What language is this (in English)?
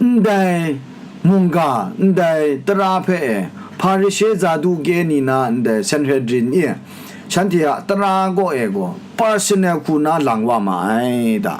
Kachin